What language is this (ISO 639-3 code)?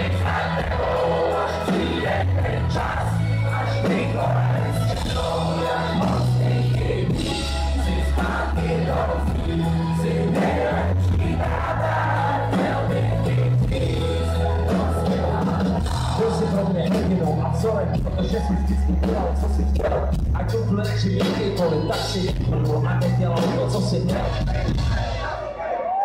ces